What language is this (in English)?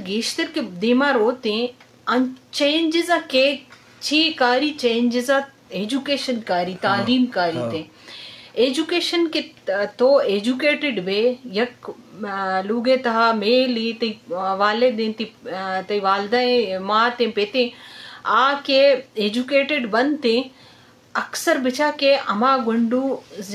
Eastern Balochi